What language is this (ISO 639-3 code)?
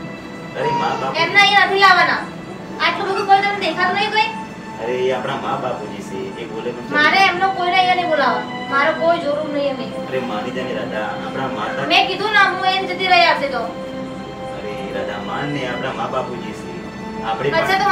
guj